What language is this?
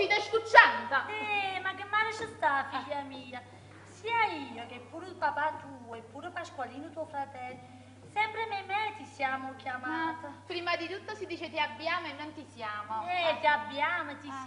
Neapolitan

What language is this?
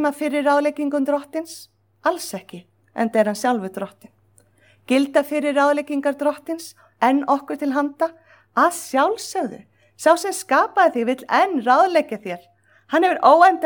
Icelandic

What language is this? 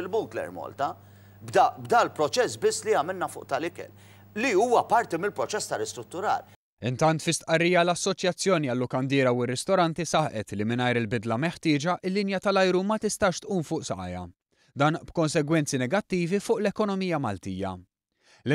Maltese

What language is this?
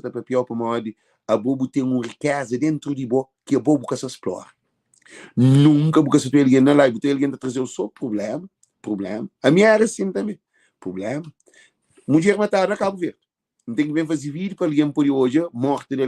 Kabuverdianu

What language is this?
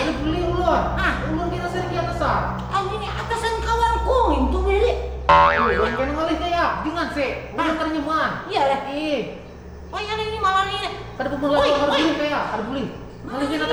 Banjar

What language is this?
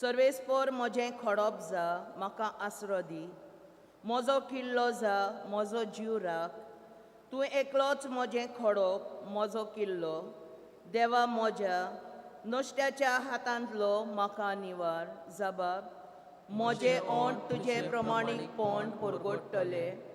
Konkani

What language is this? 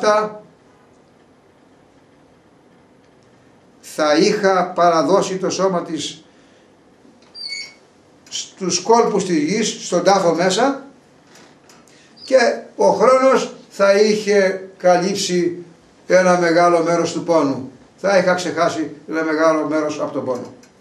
Greek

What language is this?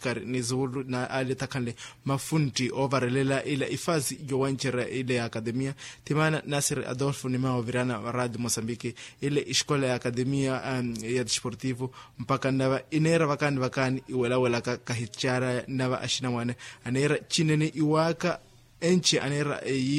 Makhuwa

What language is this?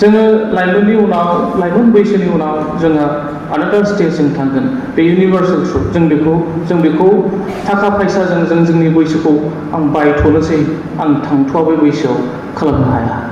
Bodo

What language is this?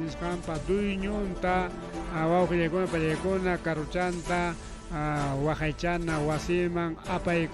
Ayacucho Quechua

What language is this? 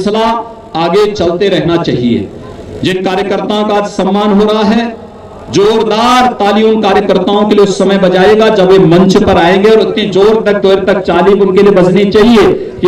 Hindi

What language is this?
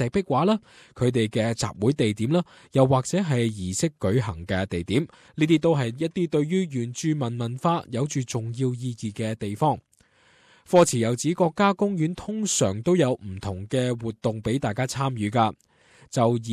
Cantonese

